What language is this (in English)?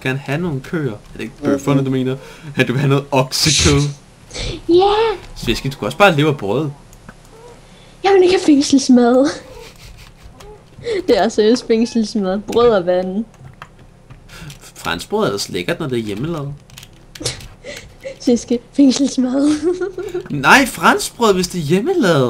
Danish